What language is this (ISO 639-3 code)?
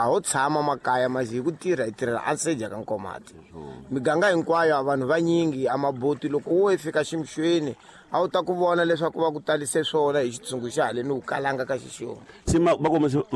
tso